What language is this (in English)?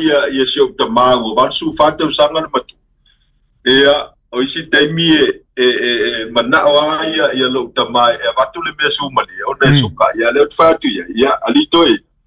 Samoan